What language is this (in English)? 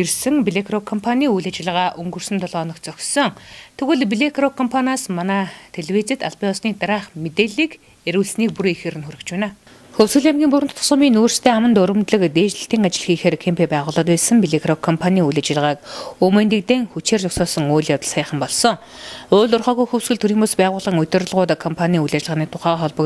Mongolian